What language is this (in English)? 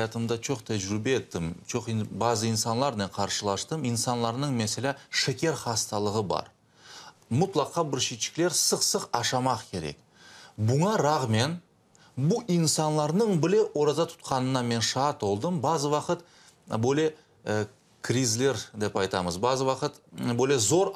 Crimean Tatar